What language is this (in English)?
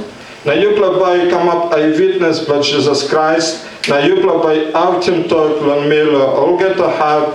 Tok Pisin